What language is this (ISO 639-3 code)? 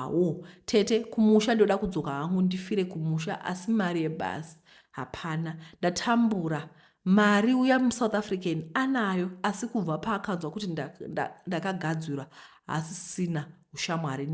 sna